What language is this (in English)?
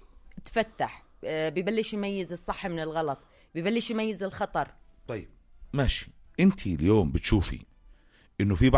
North Levantine Arabic